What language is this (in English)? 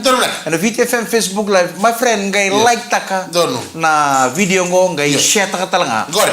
Fijian